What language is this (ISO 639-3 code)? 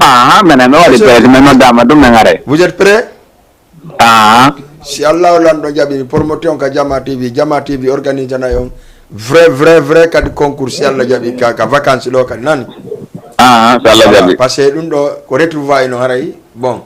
ful